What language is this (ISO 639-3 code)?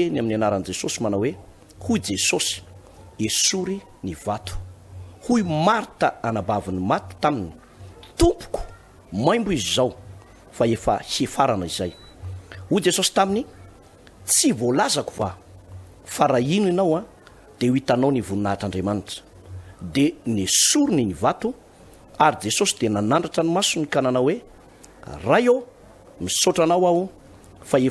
mlg